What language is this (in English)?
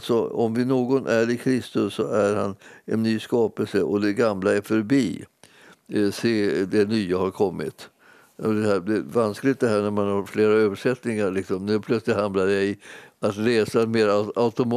Swedish